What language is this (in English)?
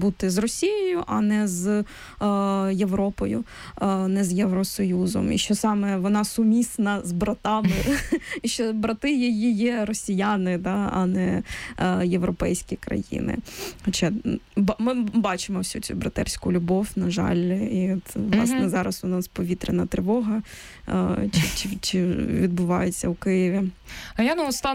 Ukrainian